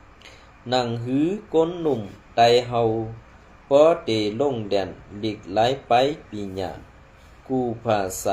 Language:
Shan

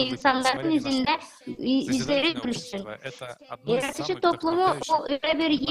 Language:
Gagauz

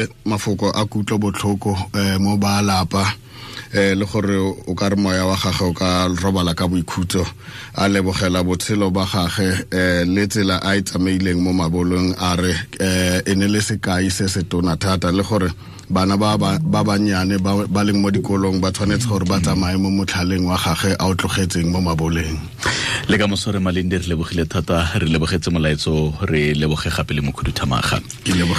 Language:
Tswana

